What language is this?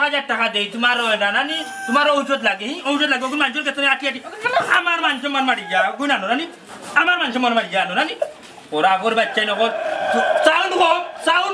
Sylheti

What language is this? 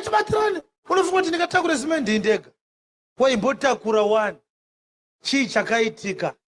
Shona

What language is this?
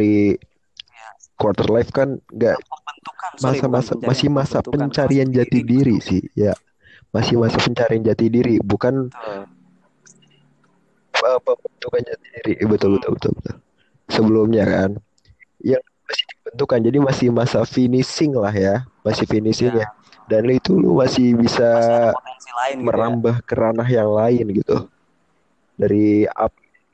Indonesian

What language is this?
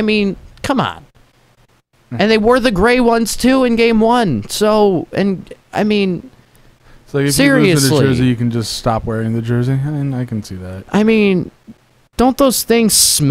English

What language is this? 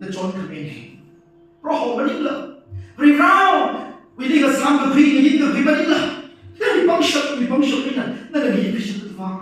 Tangkhul Naga (India)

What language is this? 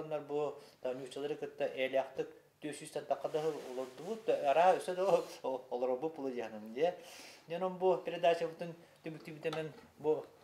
Yakut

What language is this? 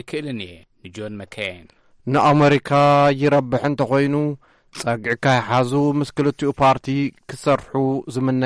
Tigrinya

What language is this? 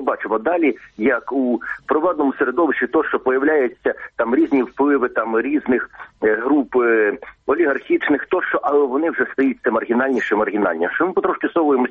Ukrainian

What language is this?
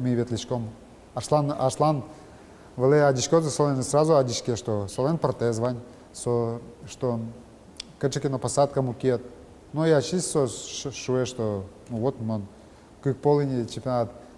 Udmurt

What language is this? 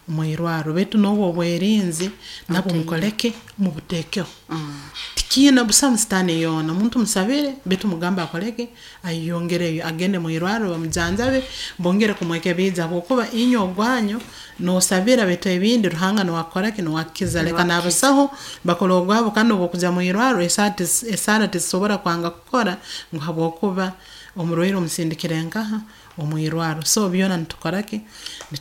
Nyoro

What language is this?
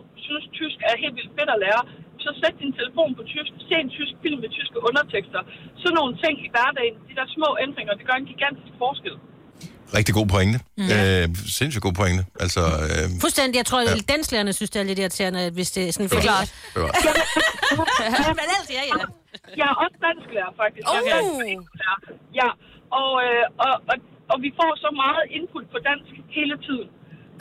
Danish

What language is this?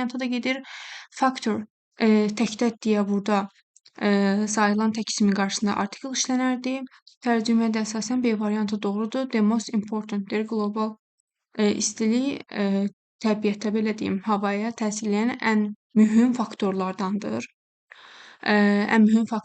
Azerbaijani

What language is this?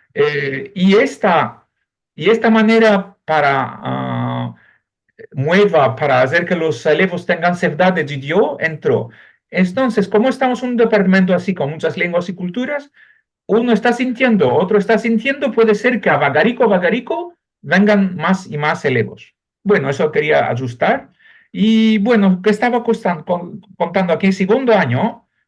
Ladino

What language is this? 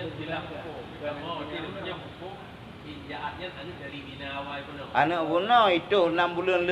Achinese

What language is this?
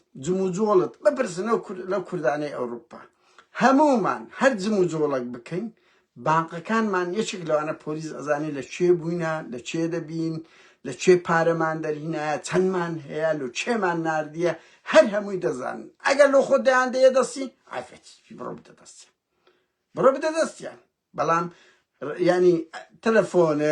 Central Kurdish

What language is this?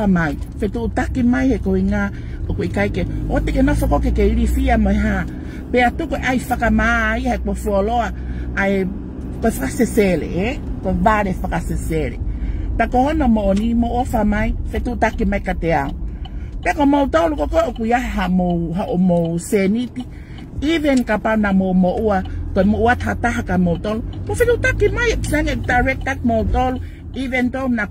Tongan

